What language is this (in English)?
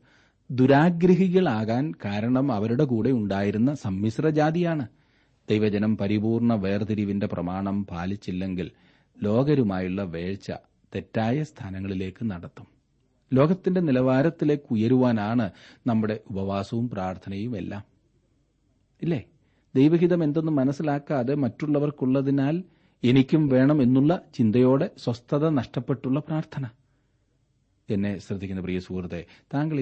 Malayalam